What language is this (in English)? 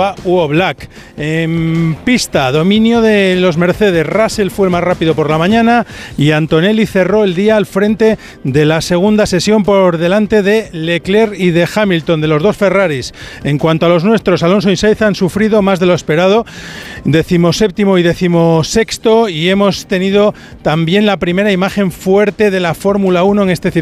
Spanish